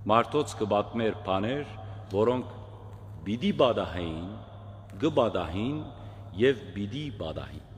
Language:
Western Armenian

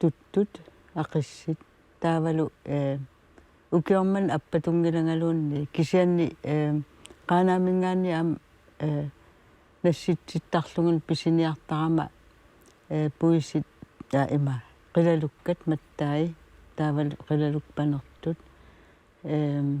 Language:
Kalaallisut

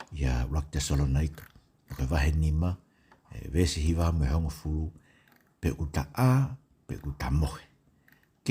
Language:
Tongan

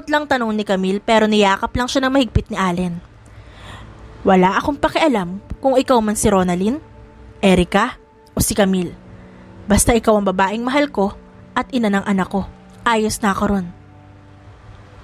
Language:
Filipino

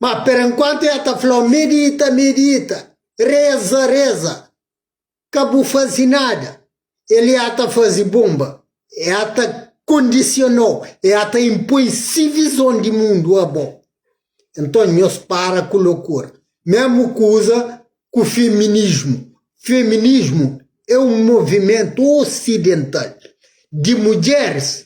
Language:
Kabuverdianu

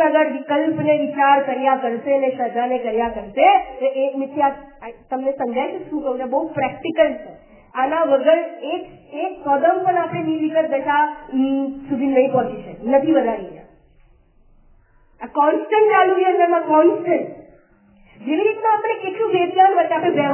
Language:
Gujarati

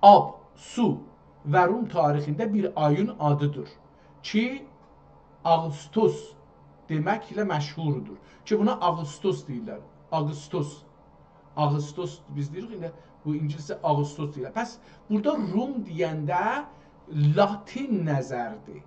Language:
South Azerbaijani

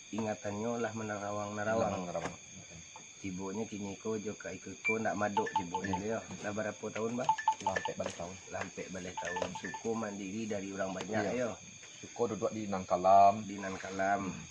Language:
Minangkabau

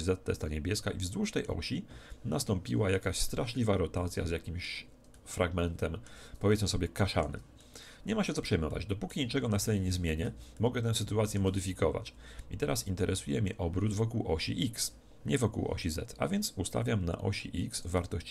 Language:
Polish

